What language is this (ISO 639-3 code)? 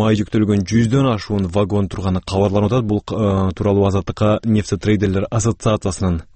kir